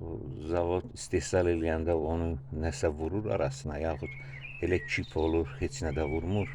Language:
Azerbaijani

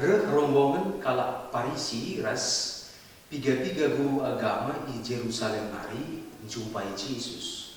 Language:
Batak Karo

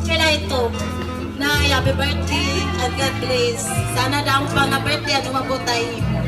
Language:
Waray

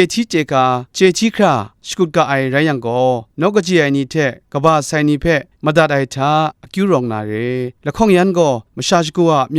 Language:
Kachin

